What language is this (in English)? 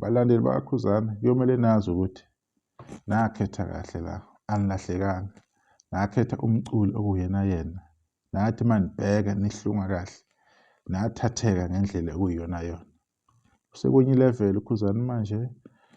Zulu